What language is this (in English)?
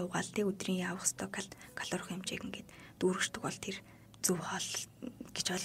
Mongolian